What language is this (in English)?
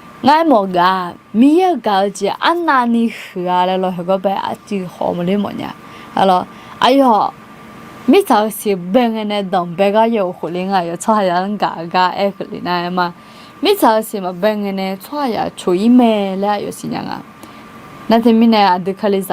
Akha